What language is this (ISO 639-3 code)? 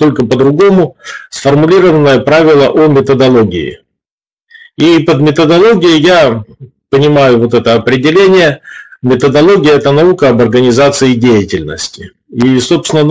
rus